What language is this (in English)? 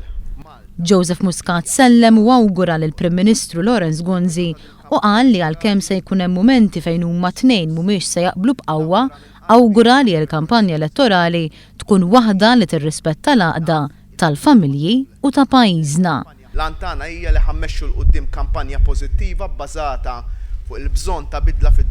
Maltese